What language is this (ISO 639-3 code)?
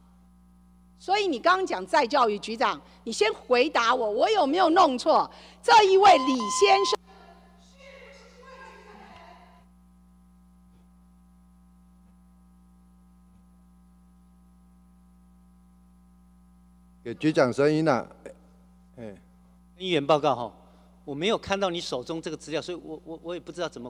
zho